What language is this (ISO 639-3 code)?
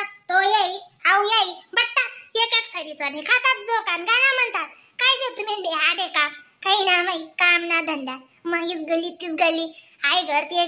khn